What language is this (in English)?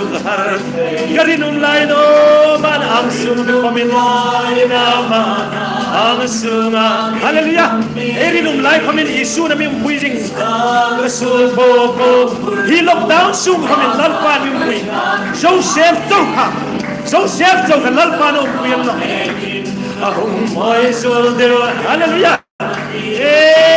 Hmar